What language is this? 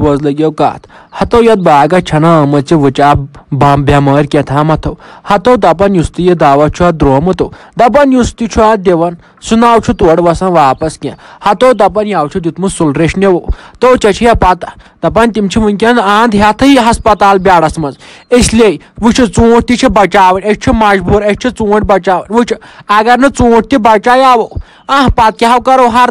Kashmiri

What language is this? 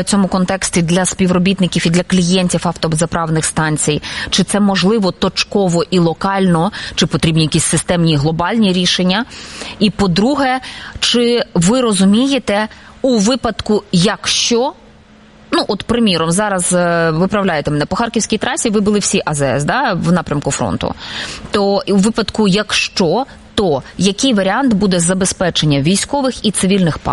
Ukrainian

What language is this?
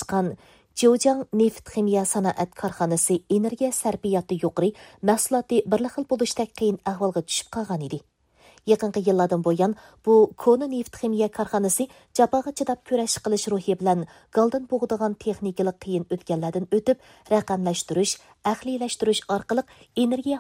Uyghur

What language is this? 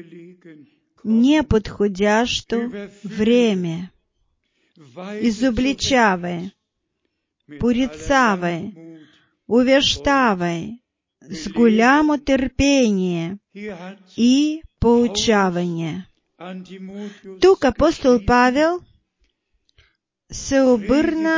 Bulgarian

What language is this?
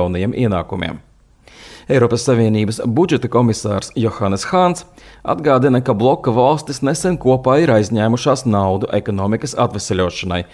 Latvian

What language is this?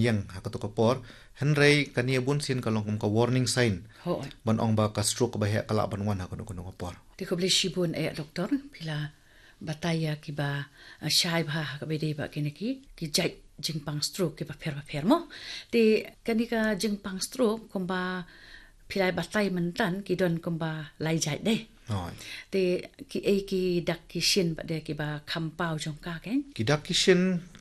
Khasi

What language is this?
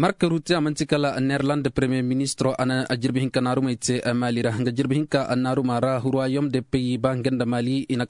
Koyraboro Senni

